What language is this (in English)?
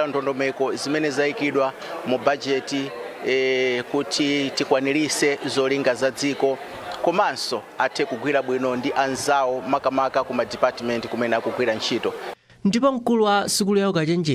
Nyanja